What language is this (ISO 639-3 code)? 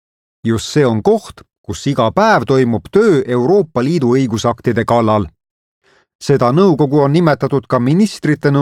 est